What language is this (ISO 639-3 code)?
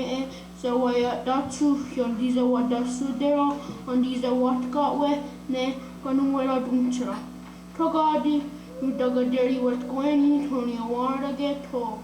moh